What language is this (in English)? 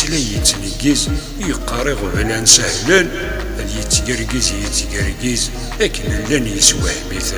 Kabyle